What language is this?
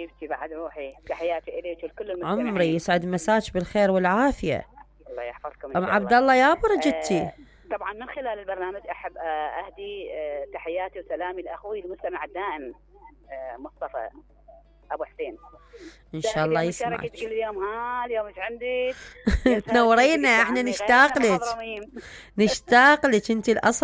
Mesopotamian Arabic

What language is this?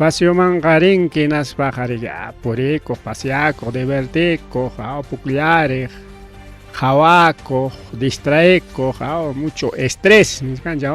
Ayacucho Quechua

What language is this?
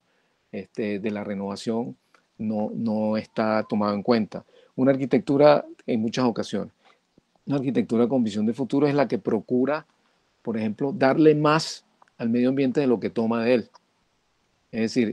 Spanish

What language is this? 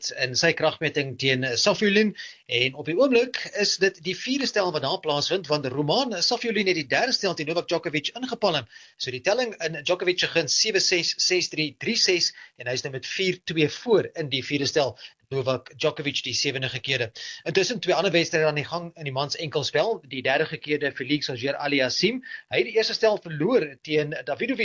Afrikaans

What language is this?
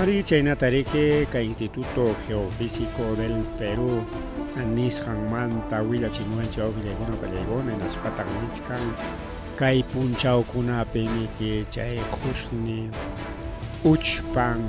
Ayacucho Quechua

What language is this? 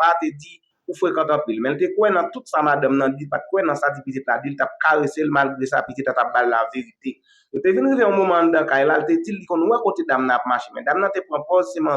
Haitian Creole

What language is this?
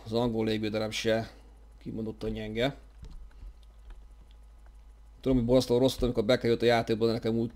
Hungarian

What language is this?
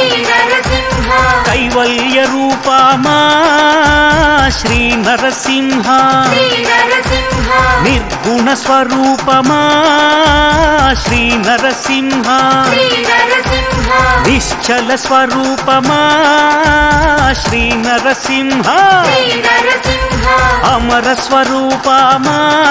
Telugu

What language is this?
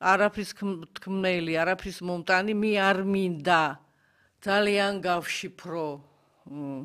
Georgian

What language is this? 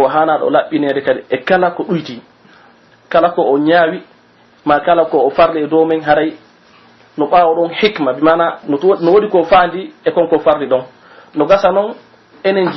Pular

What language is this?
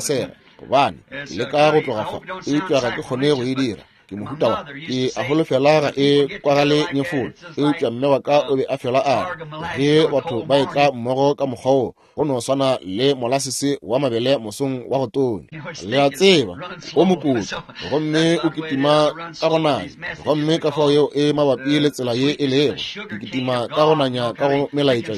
Northern Sotho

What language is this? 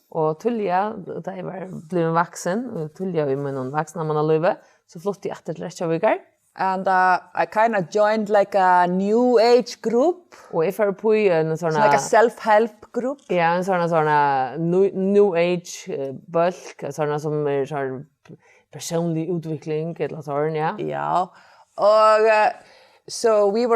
Faroese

